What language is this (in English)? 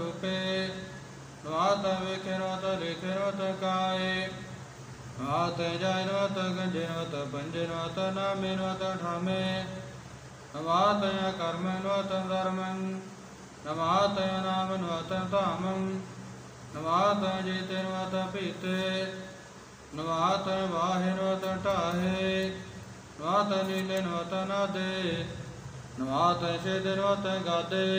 Punjabi